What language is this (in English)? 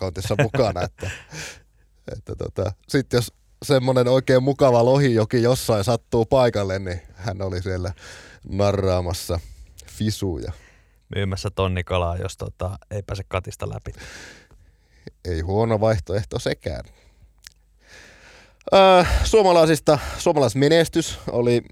Finnish